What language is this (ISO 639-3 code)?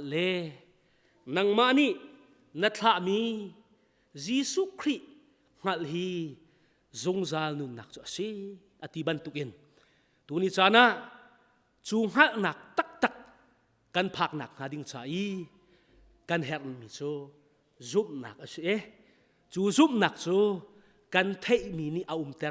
cnh